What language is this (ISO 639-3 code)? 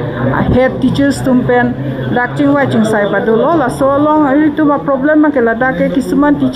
mjw